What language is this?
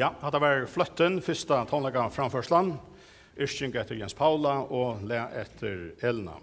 Faroese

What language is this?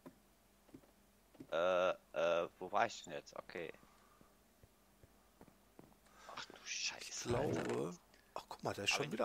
German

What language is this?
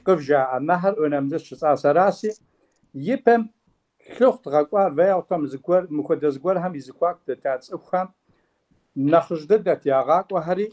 Kabardian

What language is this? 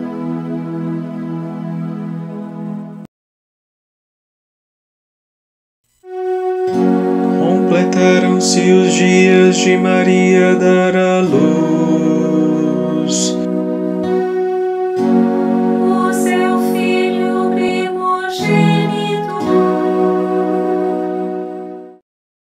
Portuguese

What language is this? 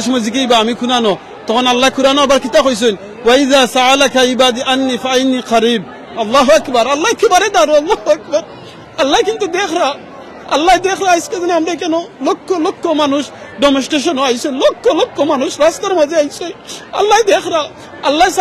Sylheti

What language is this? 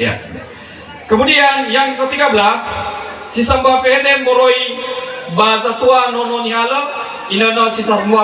Nias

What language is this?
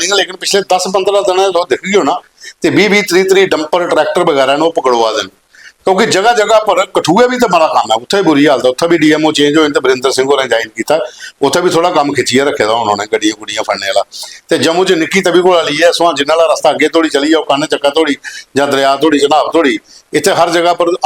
Dogri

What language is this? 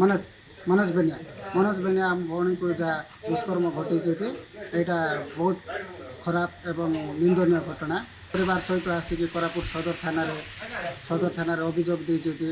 Odia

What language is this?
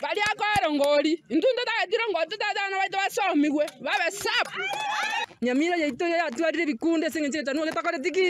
Gusii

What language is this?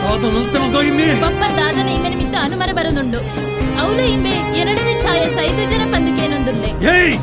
Tulu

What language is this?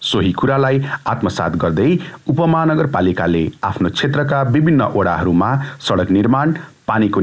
Nepali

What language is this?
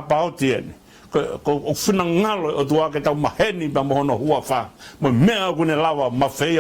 Tongan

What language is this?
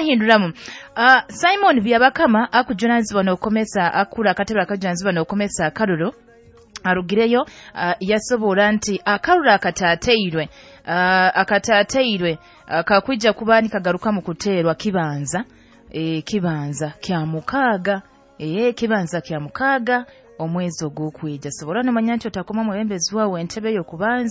Nyoro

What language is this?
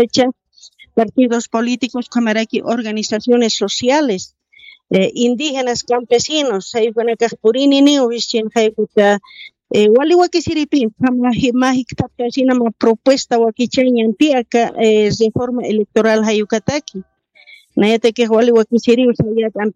Aymara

